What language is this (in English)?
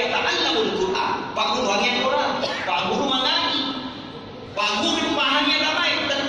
Buginese